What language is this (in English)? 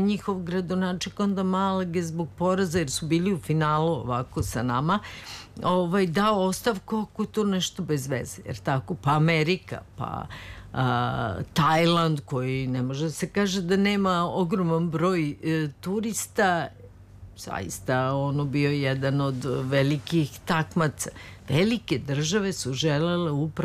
Serbian